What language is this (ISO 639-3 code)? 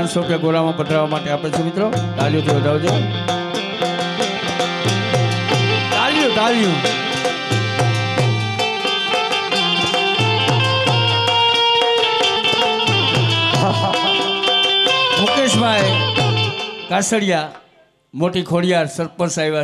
guj